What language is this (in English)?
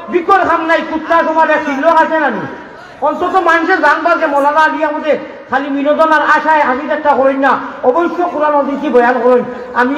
Sylheti